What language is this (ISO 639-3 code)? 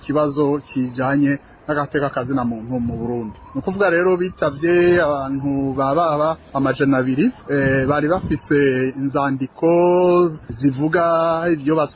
run